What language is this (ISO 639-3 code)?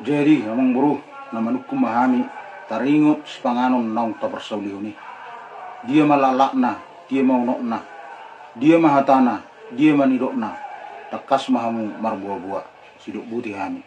bbc